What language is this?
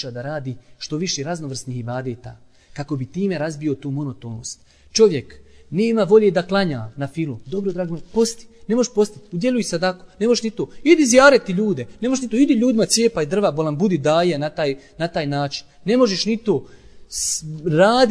Bosnian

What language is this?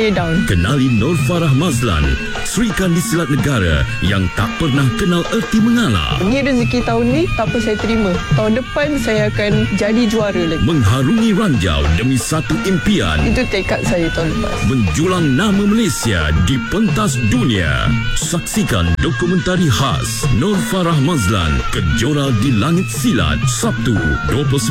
Malay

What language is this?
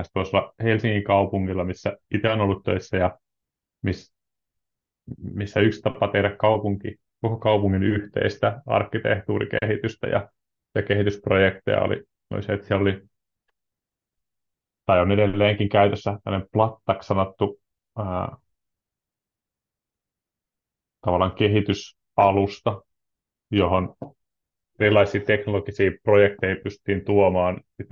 Finnish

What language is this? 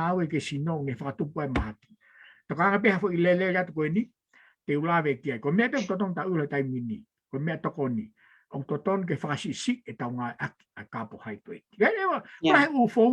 Tongan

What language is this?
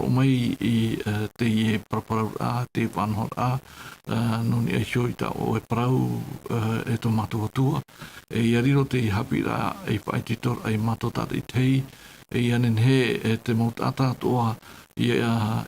Tahitian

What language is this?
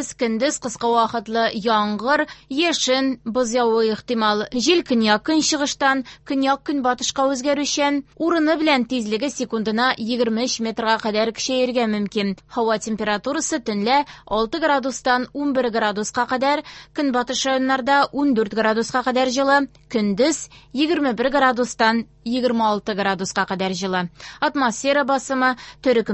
Tatar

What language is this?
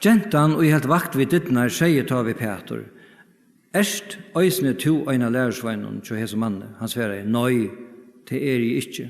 Faroese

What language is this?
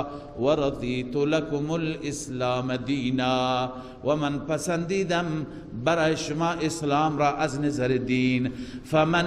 Persian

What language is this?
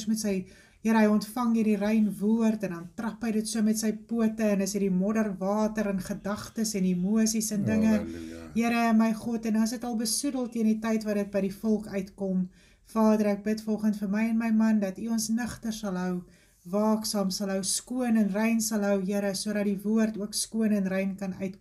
Afrikaans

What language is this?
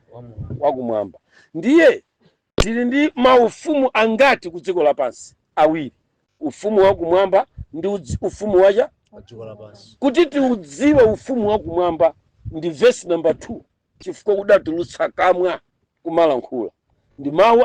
Nyanja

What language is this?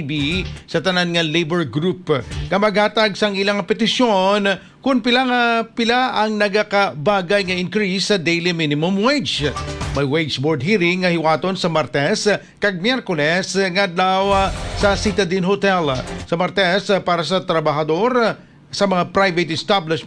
Hiligaynon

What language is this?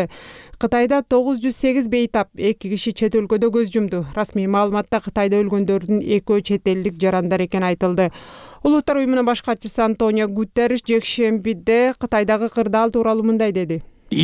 Kyrgyz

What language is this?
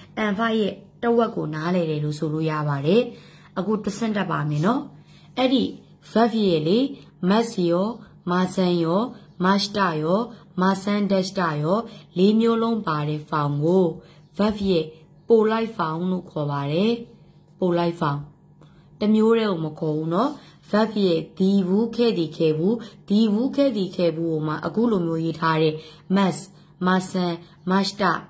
Burmese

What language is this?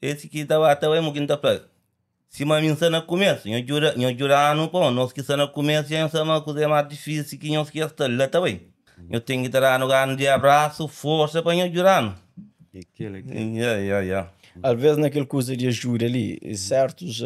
Kabuverdianu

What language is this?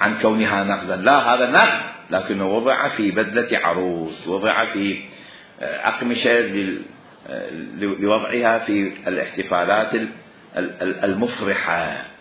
Mesopotamian Arabic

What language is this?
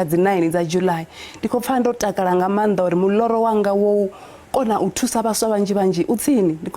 Venda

